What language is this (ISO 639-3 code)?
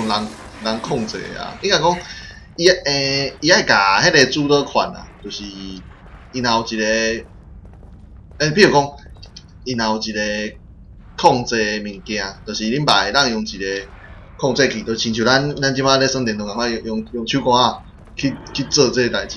nan